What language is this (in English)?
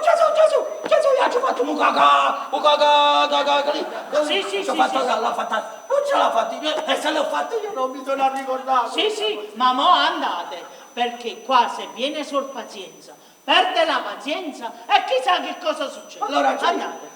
Neapolitan